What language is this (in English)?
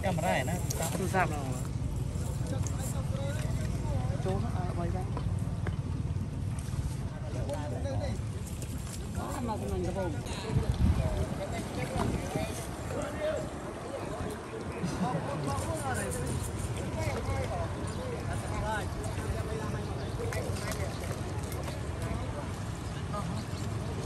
Vietnamese